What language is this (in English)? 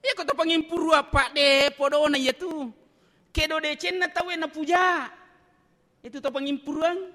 Buginese